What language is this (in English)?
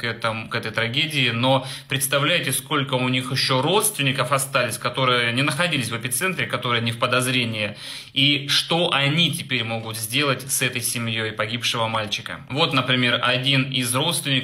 Russian